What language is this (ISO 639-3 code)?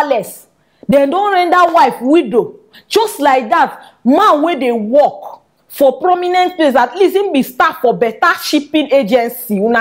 pcm